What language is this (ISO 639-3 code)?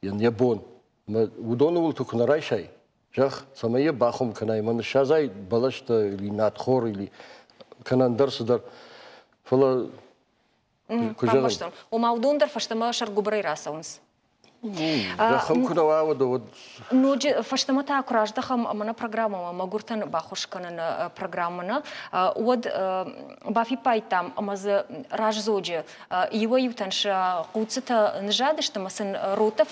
oss